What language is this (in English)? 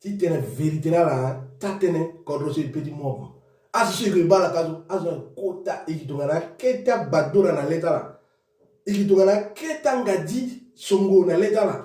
Sango